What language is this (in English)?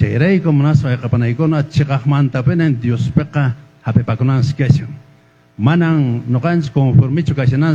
Quechua